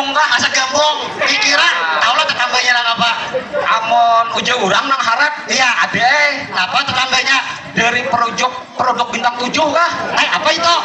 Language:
Banjar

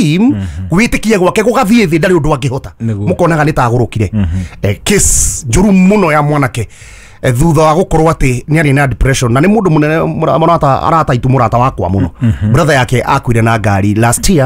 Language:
Kikuyu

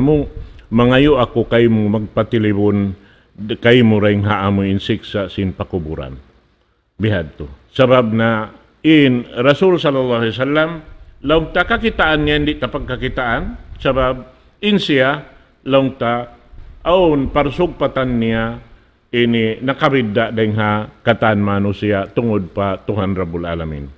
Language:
Tausug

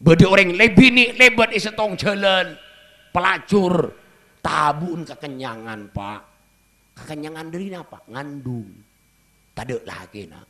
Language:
Madurese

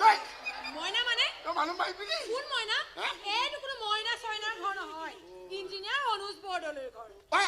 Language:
Assamese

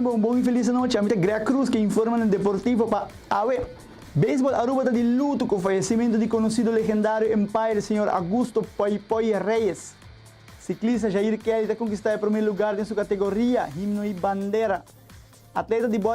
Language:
Papiamento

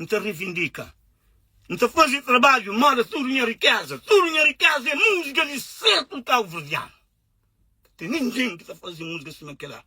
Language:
Kabuverdianu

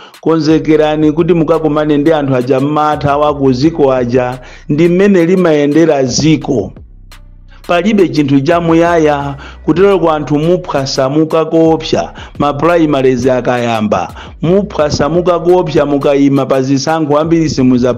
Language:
Nyanja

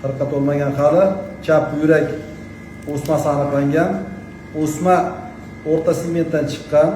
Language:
Uzbek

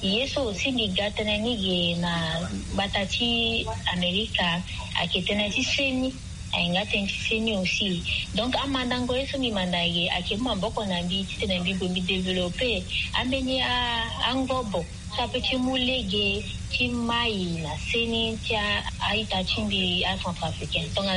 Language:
Sango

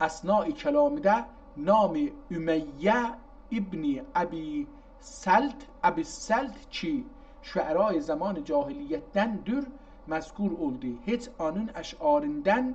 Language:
South Azerbaijani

